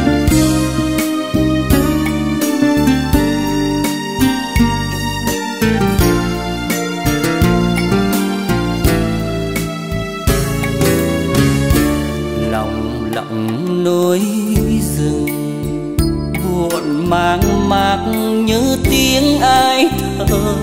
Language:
Vietnamese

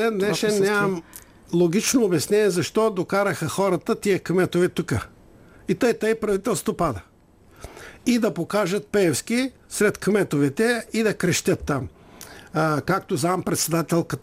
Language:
Bulgarian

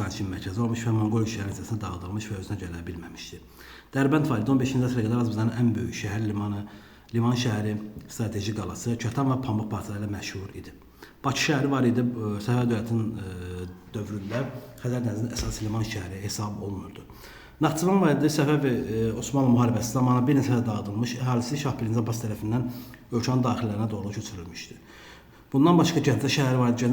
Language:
Azerbaijani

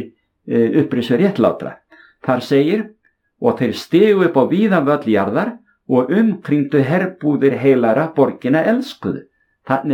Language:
Icelandic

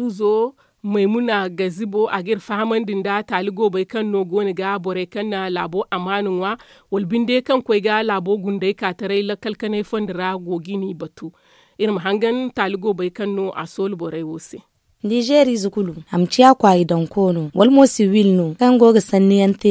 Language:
Zarma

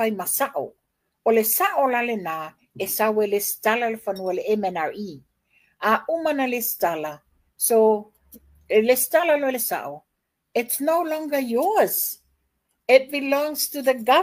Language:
Samoan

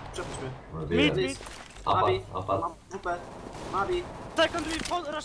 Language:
Polish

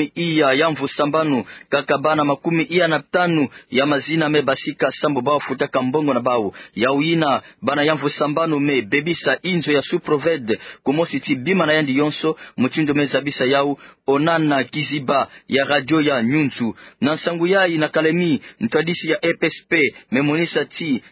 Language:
Kituba (Democratic Republic of Congo)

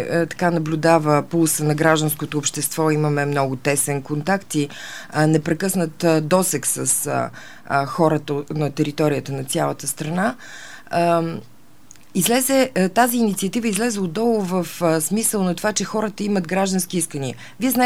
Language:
Bulgarian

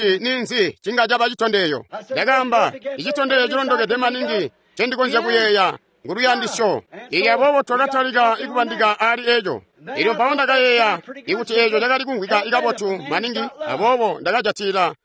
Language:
Tonga (Zambia)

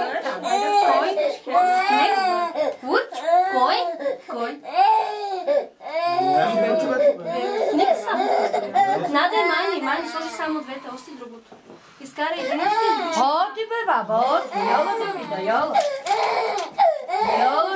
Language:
Bulgarian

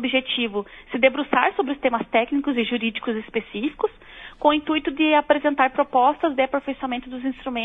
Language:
Portuguese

